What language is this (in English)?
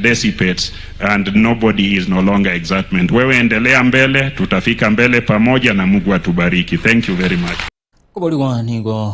Gusii